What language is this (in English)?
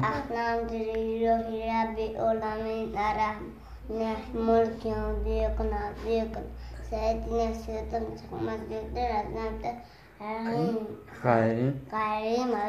Tajik